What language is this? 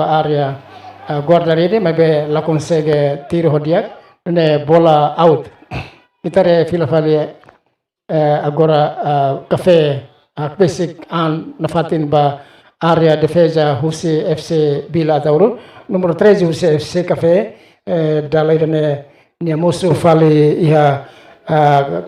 Tetum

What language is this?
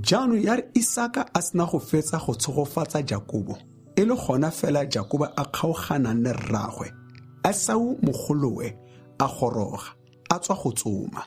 Tswana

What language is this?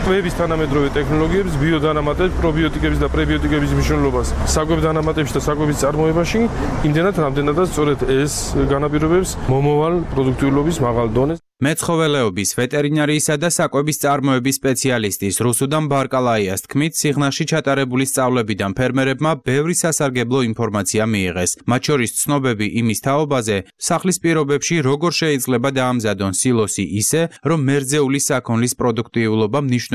Georgian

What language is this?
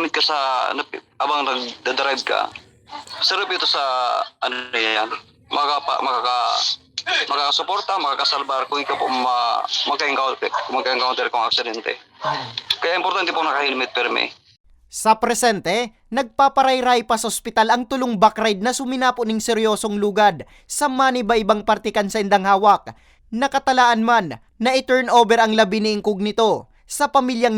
Bikol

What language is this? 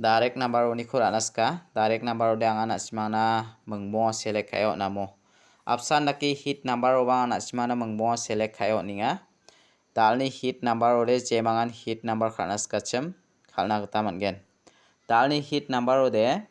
Garo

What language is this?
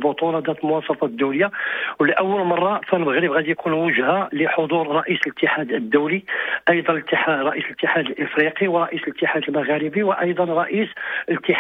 Moroccan Arabic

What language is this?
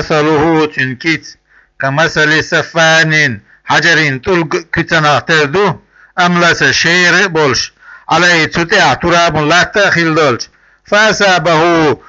Chechen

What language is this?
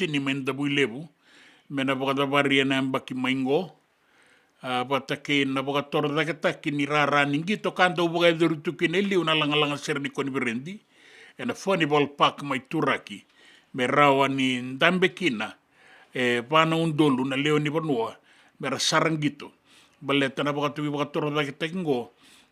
Fijian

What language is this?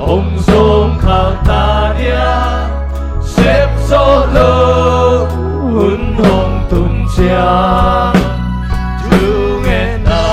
Tedim Chin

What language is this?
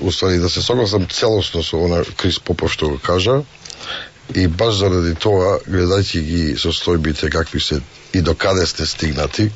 Macedonian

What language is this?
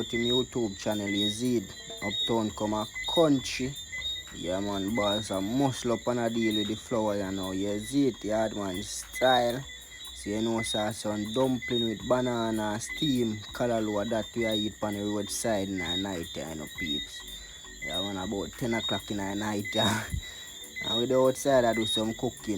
Jamaican Creole English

